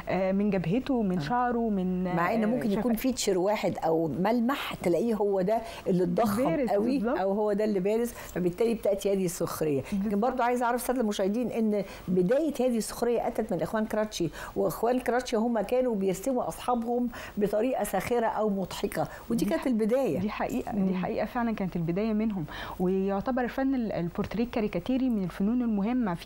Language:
Egyptian Arabic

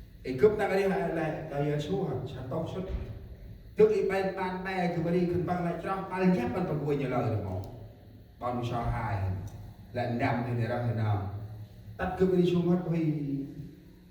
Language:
Central Mnong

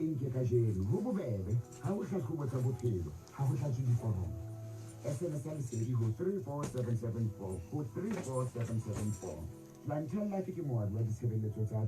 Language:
Southern Sotho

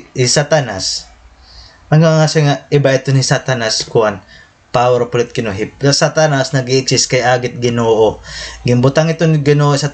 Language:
Waray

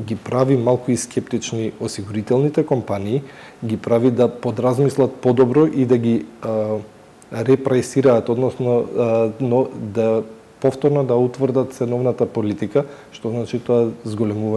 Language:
Macedonian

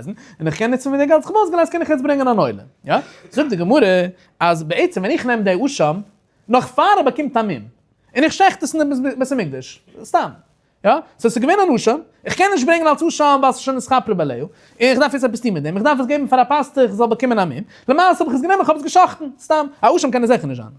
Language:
Yiddish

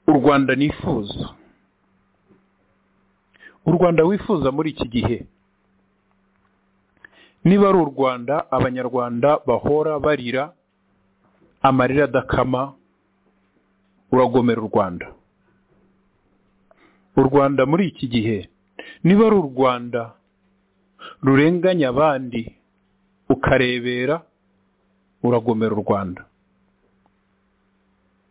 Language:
Kinyarwanda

